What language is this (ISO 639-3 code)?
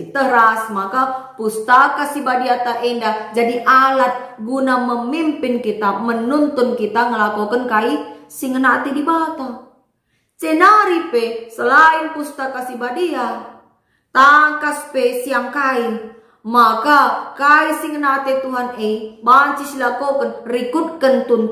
btx